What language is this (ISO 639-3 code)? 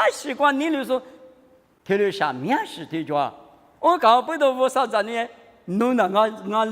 lis